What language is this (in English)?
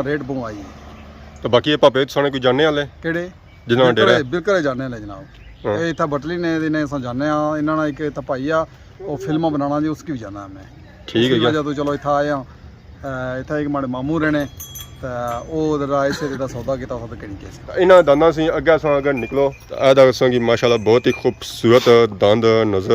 Pahari-Potwari